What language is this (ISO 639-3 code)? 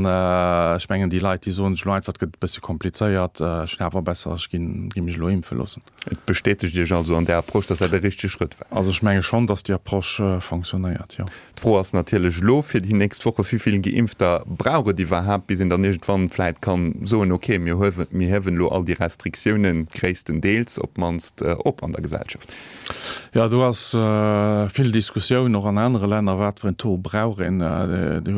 ltz